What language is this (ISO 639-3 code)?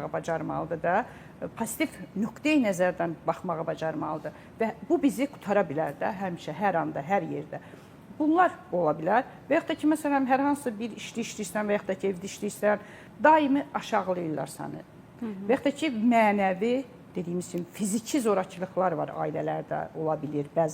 aze